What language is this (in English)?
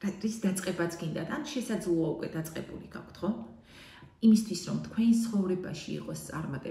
Georgian